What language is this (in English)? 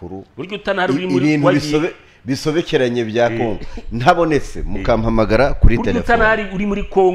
Kinyarwanda